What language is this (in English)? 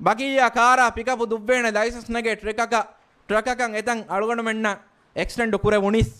Divehi